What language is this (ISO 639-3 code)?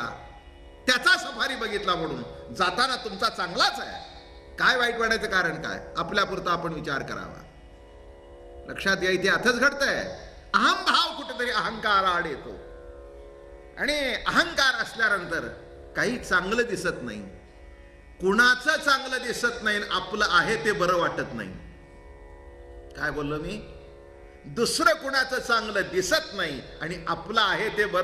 mar